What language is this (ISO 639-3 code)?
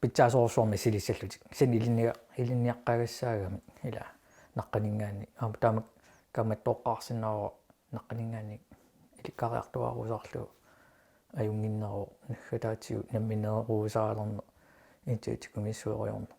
kal